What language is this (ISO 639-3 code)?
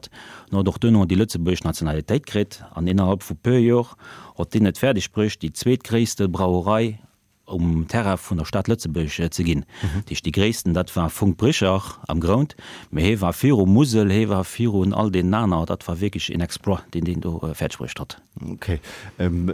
ltz